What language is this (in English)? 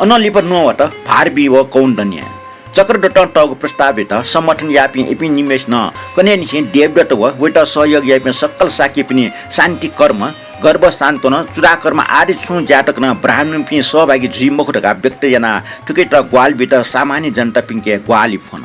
Newari